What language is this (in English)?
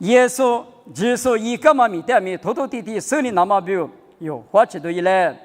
Lisu